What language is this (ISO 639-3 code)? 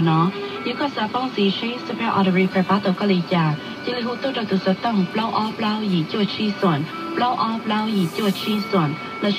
hmn